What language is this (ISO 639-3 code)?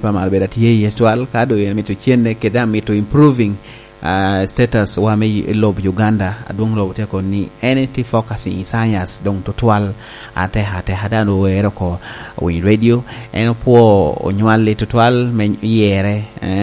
laj